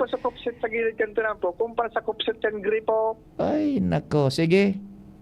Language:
Bikol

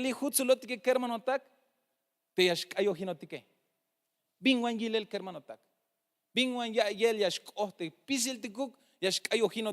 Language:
Tzeltal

